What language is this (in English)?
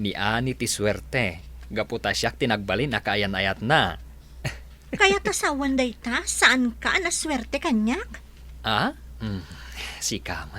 Iloko